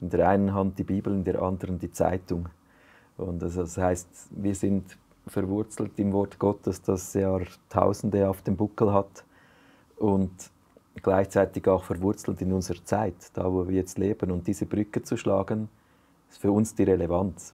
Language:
Swiss German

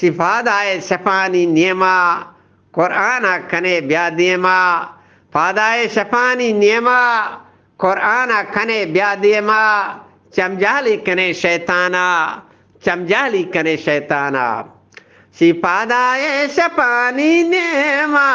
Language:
Eastern Balochi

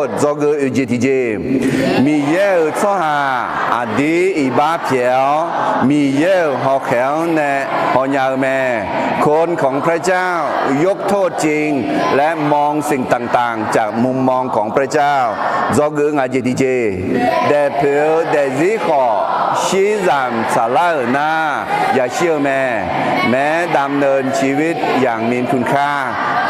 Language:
Akha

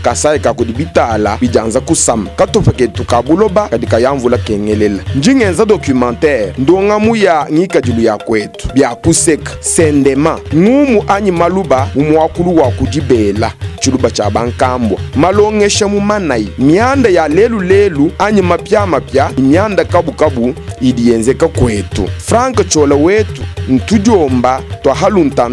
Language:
Luba-Lulua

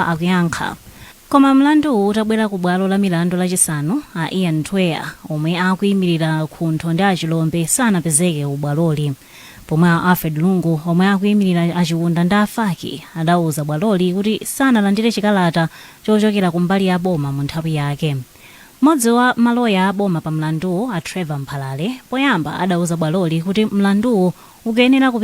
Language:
Nyanja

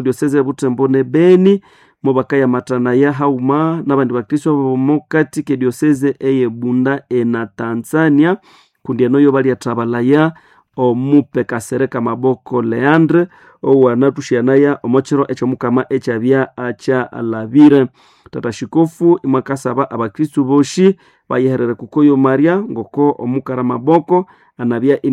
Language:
Nande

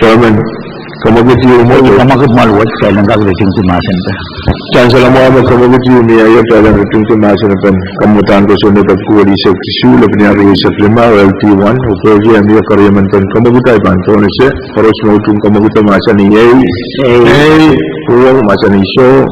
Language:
Pohnpeian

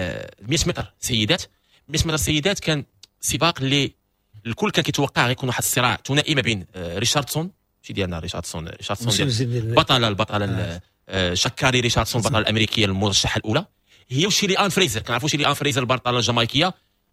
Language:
Moroccan Arabic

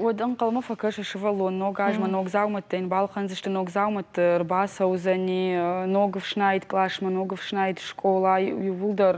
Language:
Ossetic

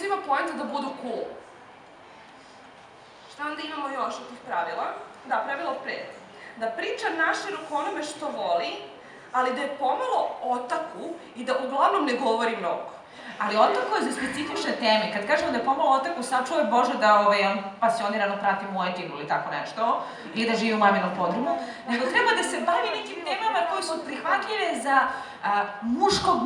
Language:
Serbian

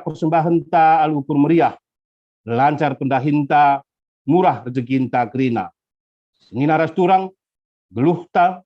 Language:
Batak Karo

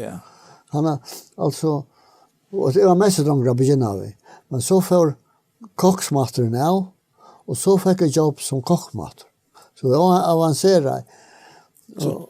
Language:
Faroese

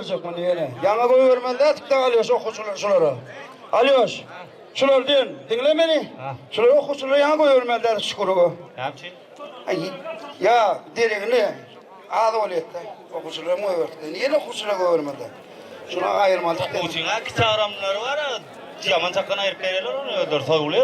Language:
Turkmen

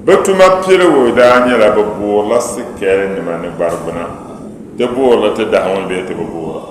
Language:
Dagbani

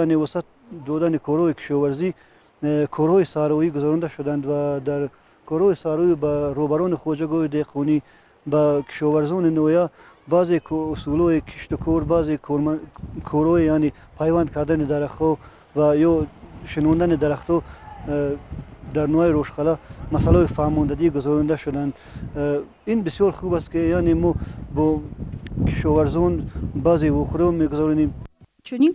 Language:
Tajik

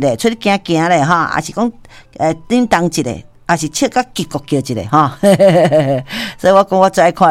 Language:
Min Nan Chinese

